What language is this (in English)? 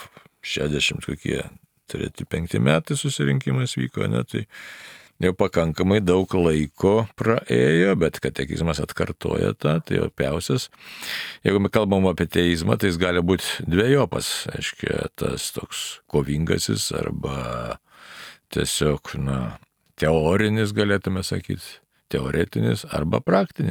Lithuanian